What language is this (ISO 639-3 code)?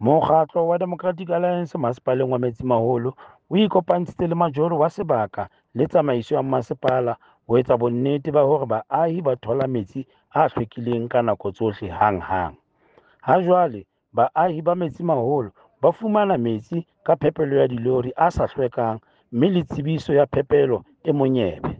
sot